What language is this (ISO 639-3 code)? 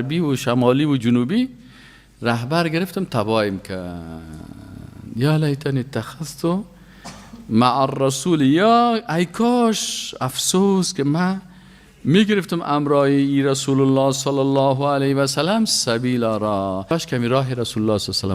fas